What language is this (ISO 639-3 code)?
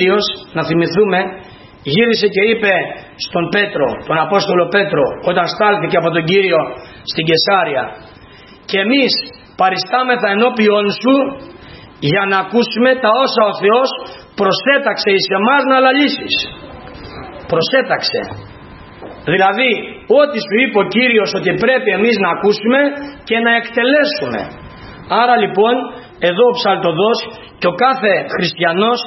ell